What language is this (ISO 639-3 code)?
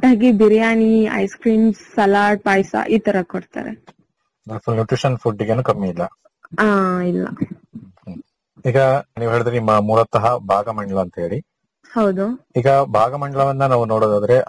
kan